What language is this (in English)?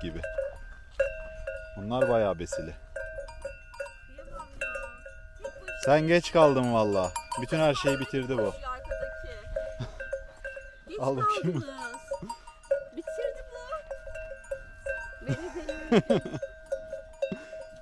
Turkish